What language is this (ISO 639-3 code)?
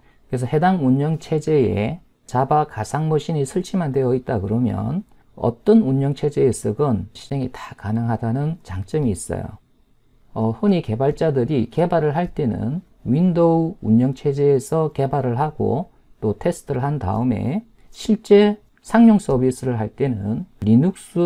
kor